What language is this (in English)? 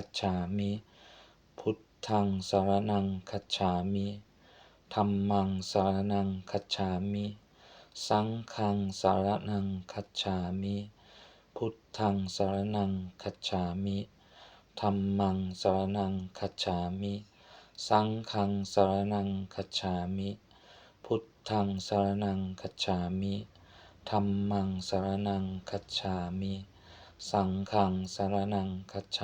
Pali